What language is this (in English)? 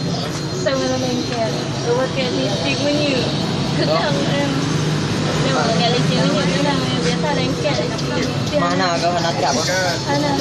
Achinese